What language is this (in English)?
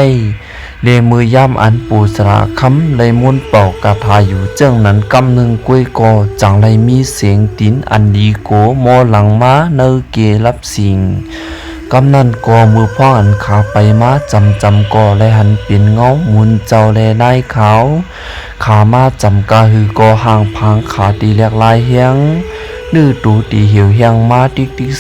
Shan